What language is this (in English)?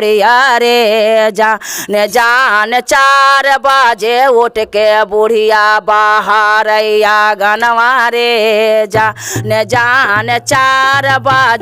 Magahi